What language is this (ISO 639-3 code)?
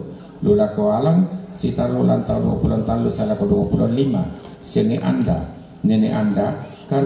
sda